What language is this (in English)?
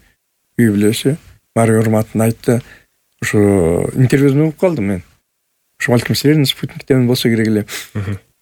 Kyrgyz